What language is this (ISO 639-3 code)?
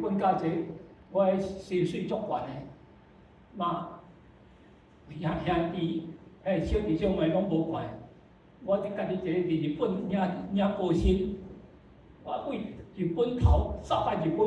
nan